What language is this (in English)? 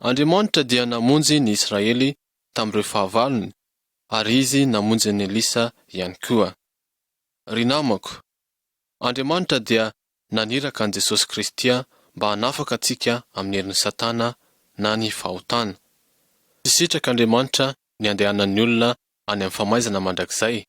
Malagasy